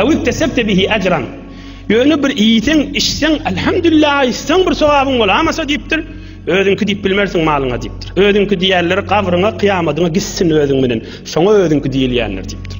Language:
Turkmen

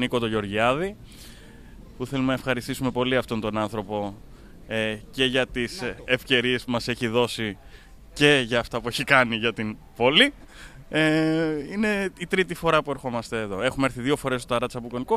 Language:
Greek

